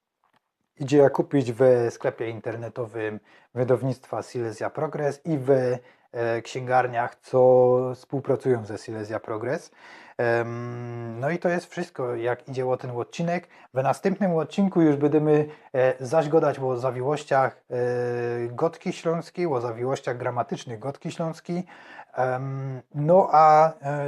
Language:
Silesian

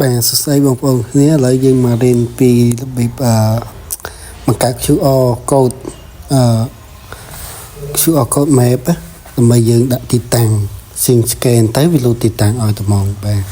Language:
Khmer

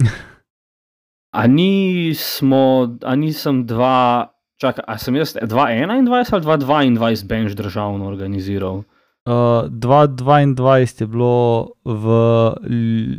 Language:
Slovenian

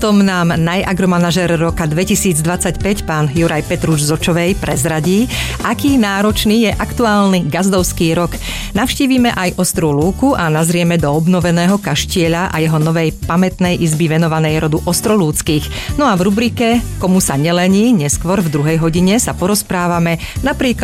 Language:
Slovak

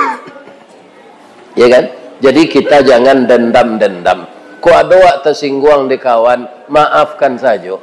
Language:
Minangkabau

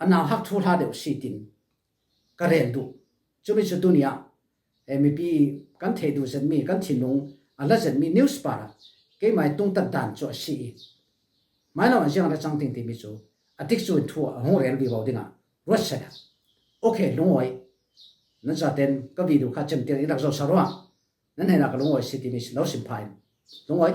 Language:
Falam Chin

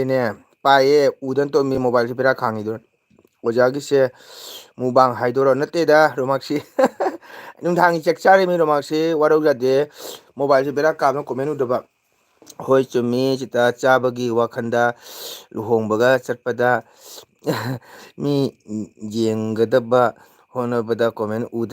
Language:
Manipuri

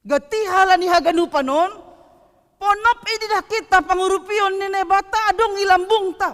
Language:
Batak Simalungun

